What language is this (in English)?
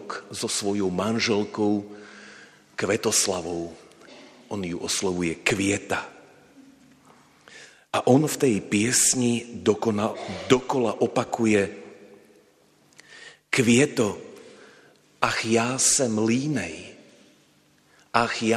Slovak